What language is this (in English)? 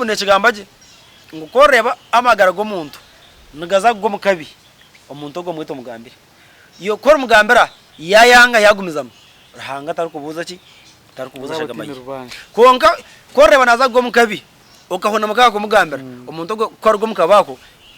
Nyankole